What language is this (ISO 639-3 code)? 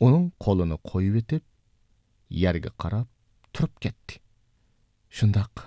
uig